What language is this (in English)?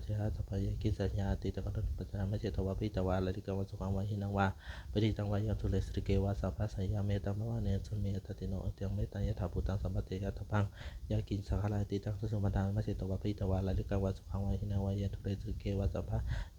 Pali